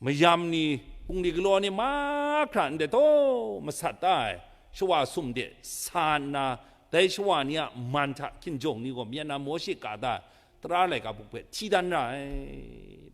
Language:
Kachin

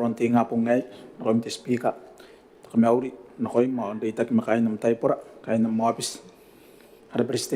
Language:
Gilbertese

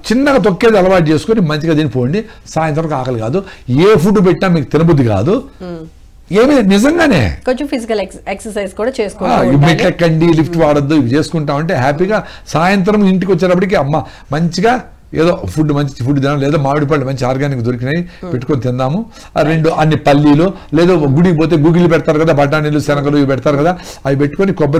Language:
Telugu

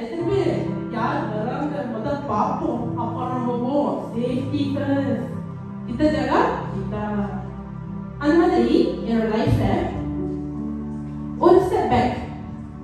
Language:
Tamil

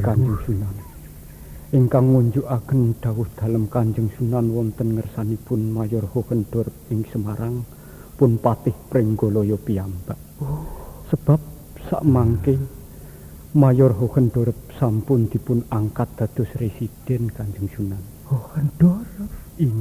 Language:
Javanese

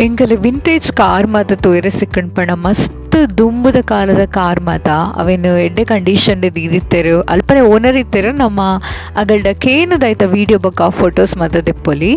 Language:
Tulu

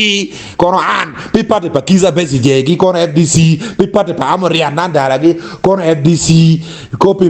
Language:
Acoli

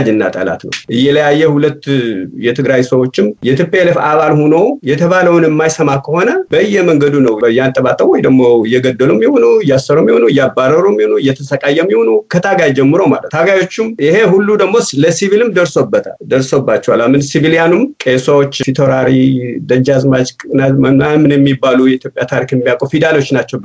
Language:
Amharic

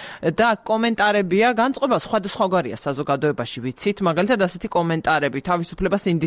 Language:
Georgian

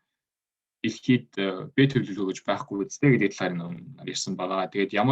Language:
Mongolian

